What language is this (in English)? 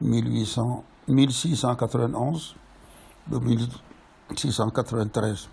Wolof